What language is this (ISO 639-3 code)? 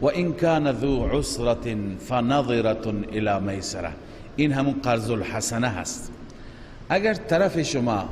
fas